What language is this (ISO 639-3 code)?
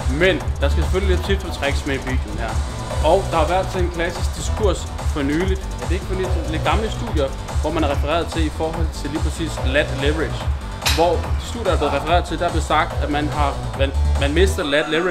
dan